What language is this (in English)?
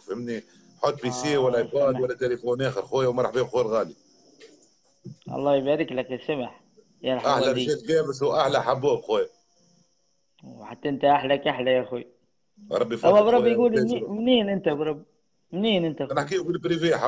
Tunisian Arabic